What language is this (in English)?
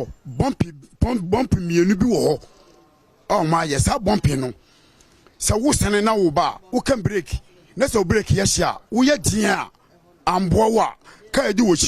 Akan